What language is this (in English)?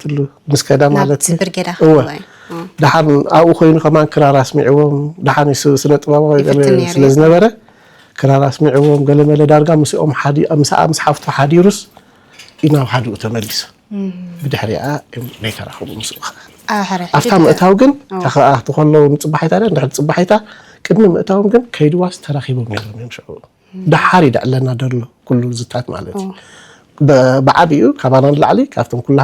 Tigrinya